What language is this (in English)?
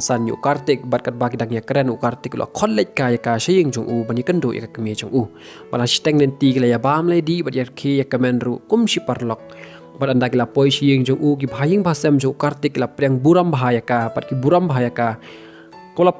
Khasi